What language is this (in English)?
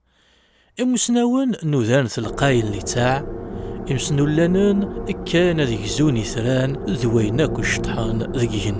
Kabyle